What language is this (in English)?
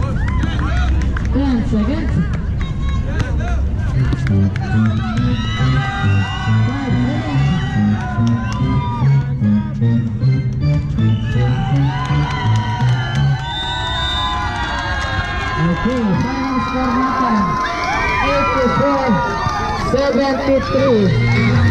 Filipino